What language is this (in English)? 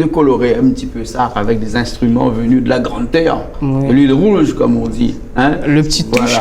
Réunion Creole French